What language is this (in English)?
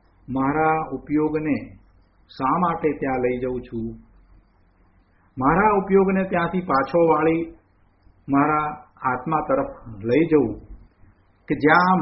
Gujarati